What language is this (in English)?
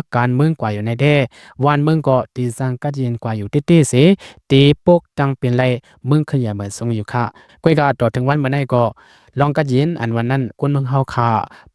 Shan